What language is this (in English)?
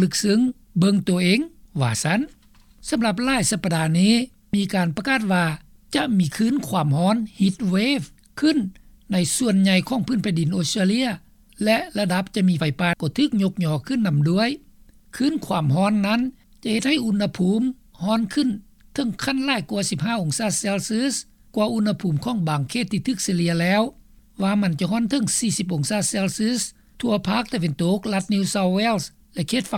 Lao